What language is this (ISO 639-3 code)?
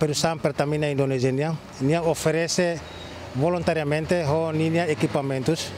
tet